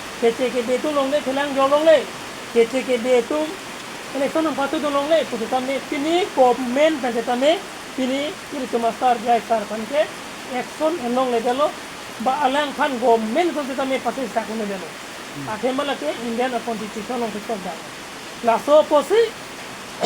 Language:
Karbi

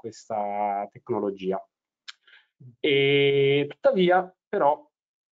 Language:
Italian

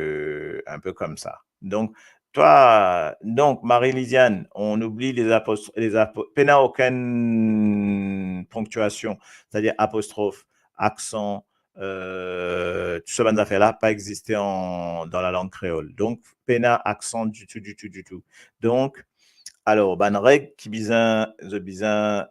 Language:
Morisyen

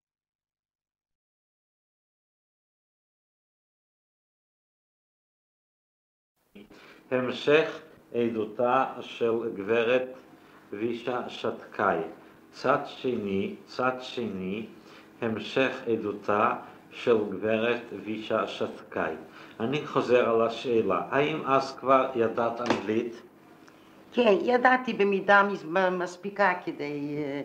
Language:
Hebrew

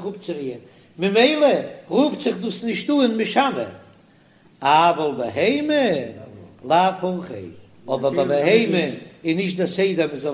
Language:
Yiddish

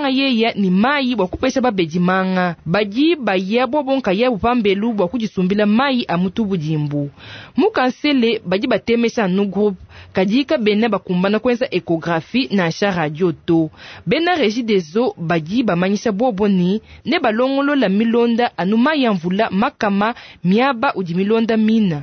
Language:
Luba-Lulua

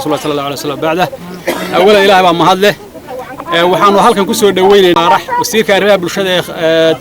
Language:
Somali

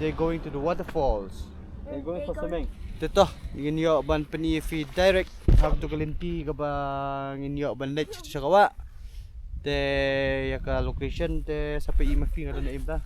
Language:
Khasi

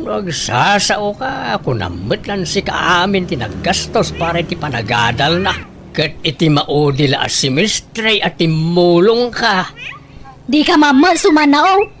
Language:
Iloko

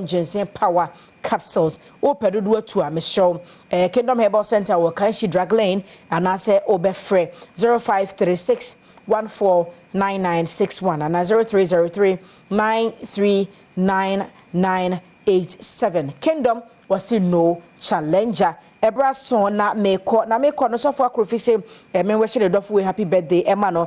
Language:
Akan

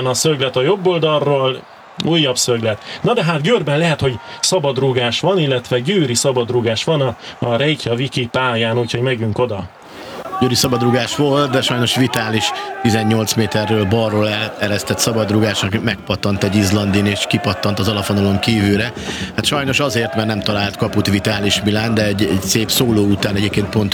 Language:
Hungarian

